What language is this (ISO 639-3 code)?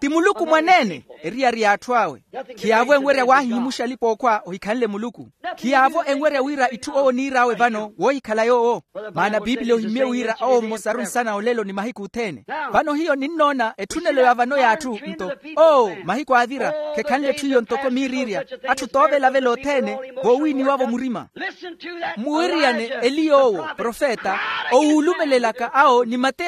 vmw